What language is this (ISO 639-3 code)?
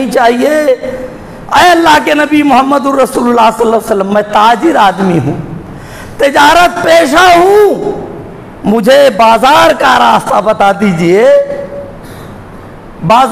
urd